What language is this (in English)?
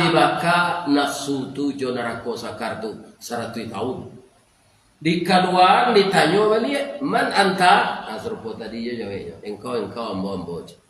Minangkabau